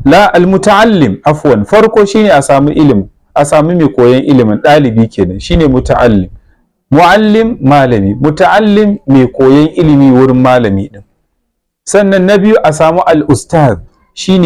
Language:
Hausa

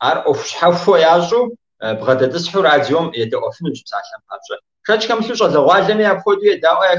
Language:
Kabardian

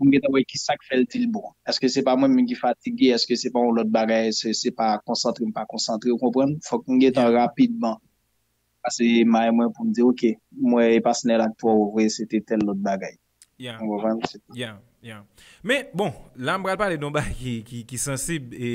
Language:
Haitian Creole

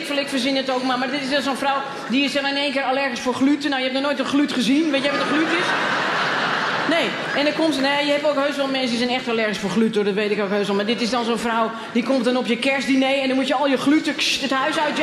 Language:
Dutch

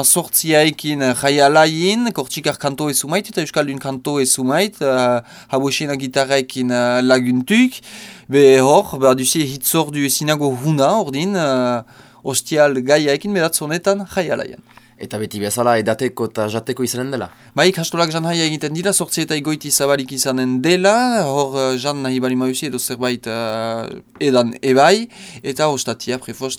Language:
Basque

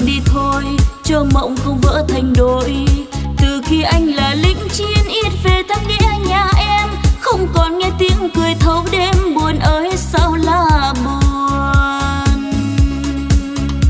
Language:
Vietnamese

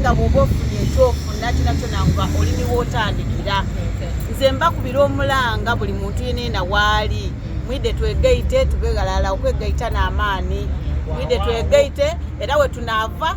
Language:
Soga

